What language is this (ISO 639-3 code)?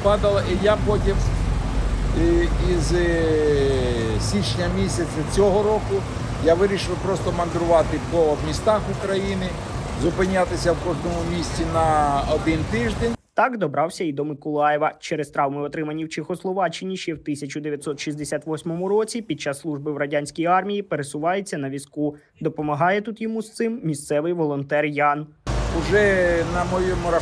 ukr